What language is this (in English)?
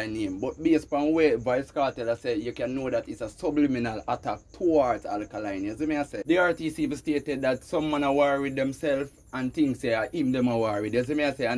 Jamaican Creole English